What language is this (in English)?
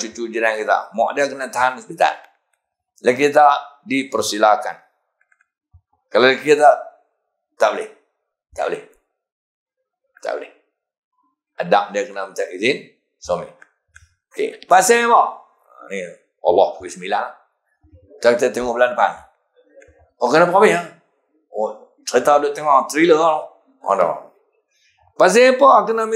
Malay